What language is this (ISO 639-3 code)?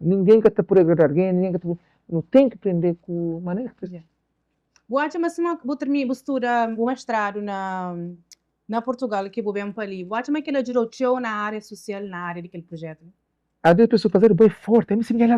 kea